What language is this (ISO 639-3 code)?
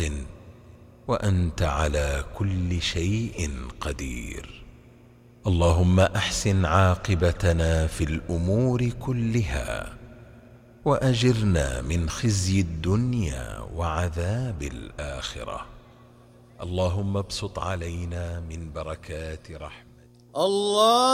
ara